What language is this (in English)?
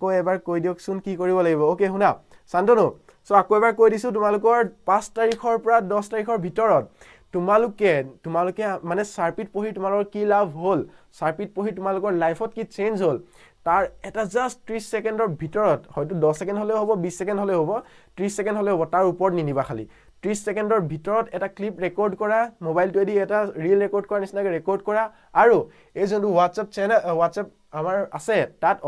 Assamese